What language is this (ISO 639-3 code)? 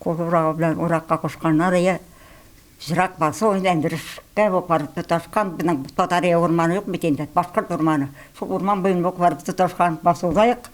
tat